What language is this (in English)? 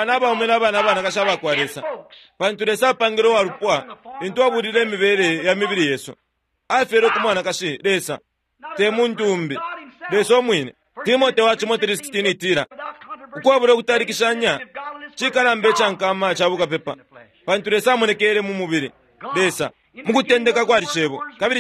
Bemba